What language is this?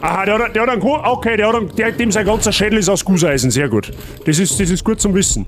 Bavarian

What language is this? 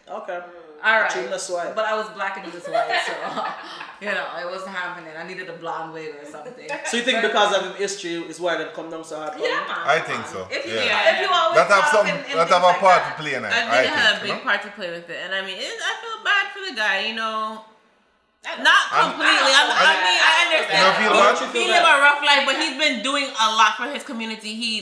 Jamaican Creole English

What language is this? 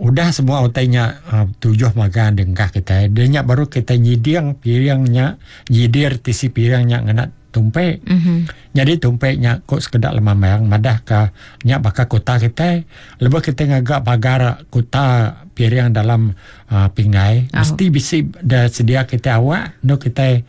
Iban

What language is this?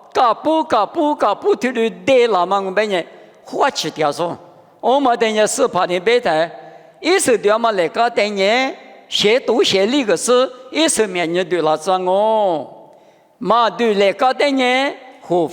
Lisu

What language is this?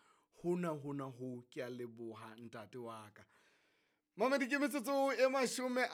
Southern Sotho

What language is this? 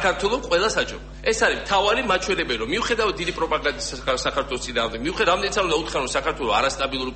Georgian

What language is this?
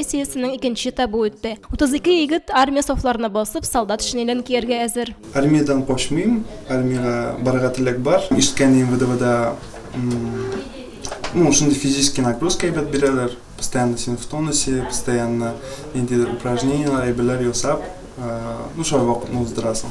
Tatar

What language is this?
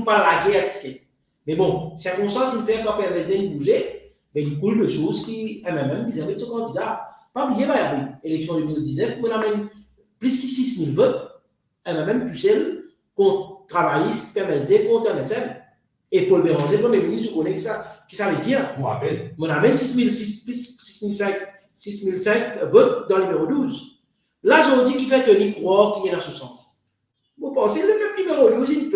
Morisyen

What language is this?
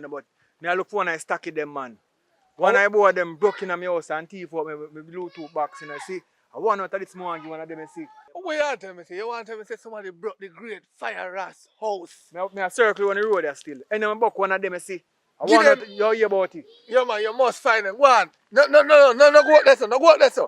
Jamaican Creole English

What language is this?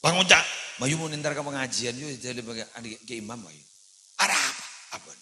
Madurese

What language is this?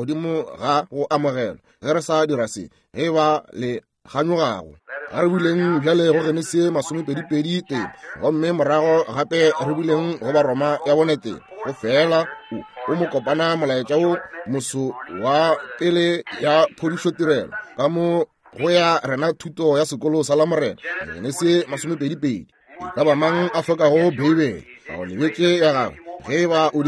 Northern Sotho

